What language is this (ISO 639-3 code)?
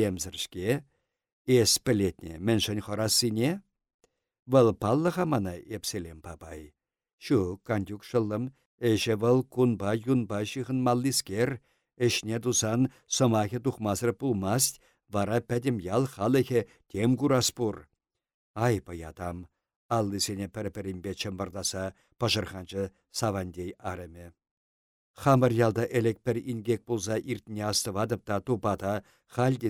chv